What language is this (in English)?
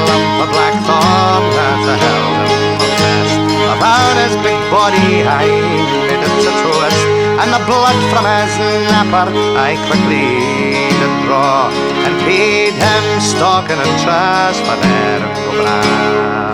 Western Frisian